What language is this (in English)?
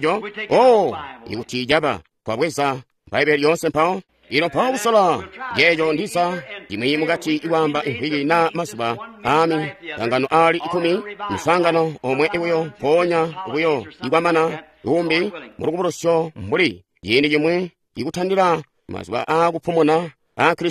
Tonga (Zambia)